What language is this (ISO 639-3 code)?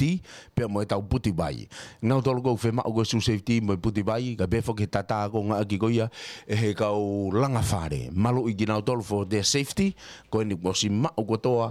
ton